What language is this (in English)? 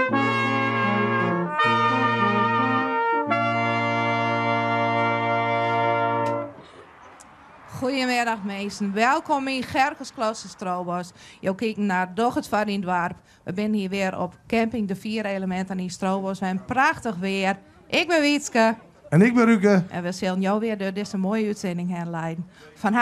Western Frisian